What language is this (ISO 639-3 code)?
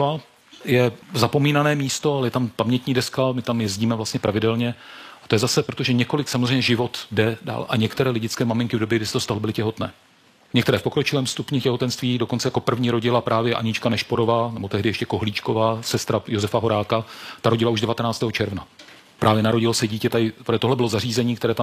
ces